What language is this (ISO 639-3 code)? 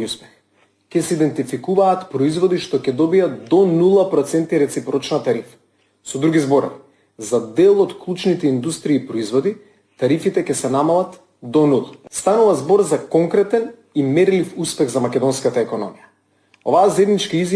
mkd